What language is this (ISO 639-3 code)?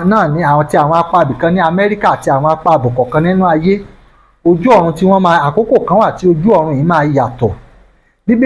yor